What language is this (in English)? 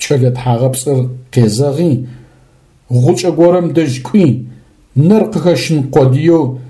Adyghe